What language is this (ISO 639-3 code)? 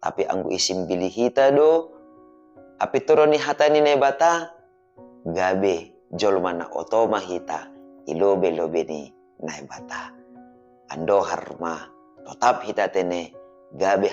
bts